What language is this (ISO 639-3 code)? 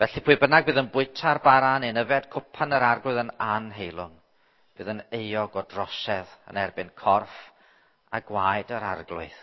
cym